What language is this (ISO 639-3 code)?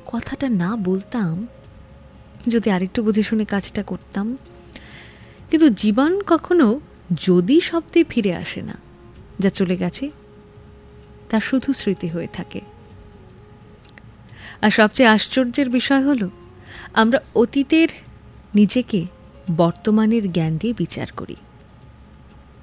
ben